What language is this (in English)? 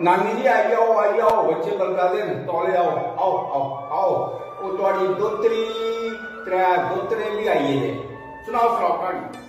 Dogri